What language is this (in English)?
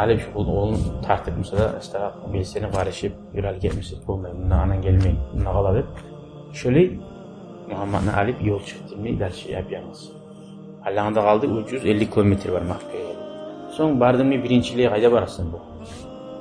Kumyk